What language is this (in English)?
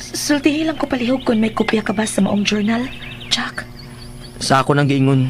Cebuano